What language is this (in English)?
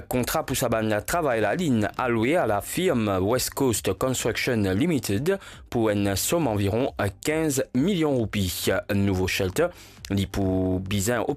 Morisyen